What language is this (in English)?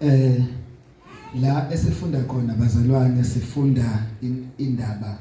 Zulu